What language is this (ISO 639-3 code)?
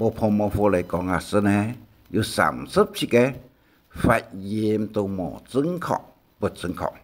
hak